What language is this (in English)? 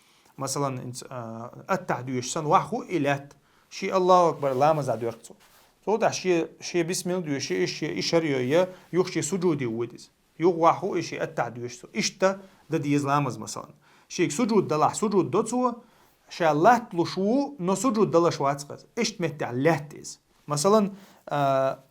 Chechen